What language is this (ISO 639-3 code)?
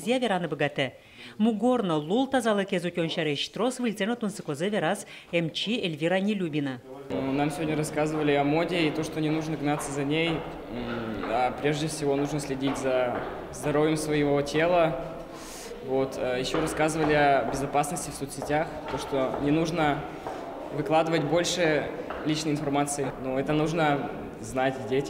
udm